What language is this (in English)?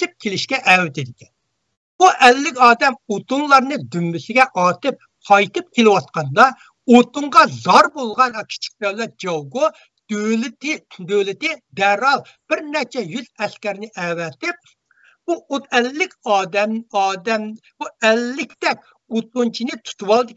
Uyghur